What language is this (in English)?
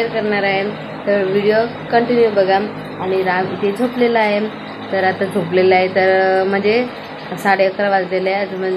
Marathi